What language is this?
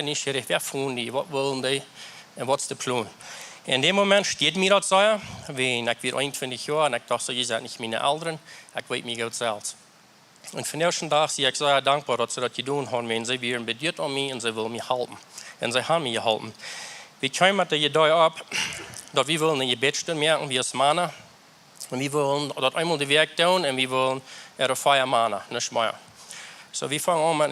Plautdietsch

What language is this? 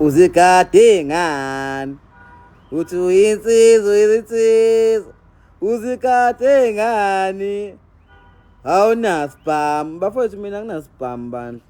Zulu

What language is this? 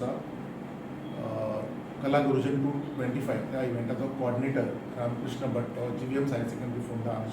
Konkani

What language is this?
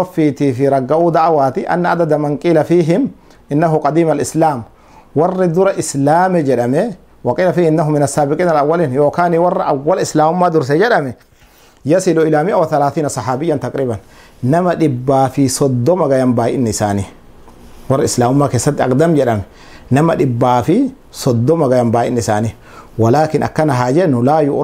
Oromo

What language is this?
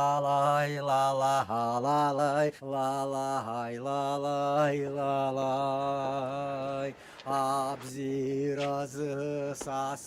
Abkhazian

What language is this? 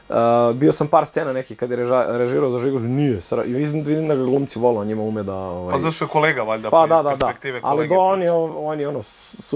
Serbian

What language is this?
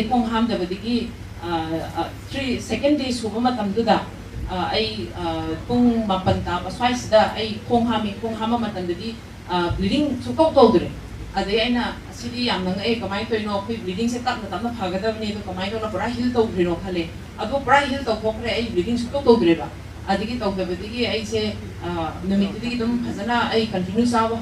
Manipuri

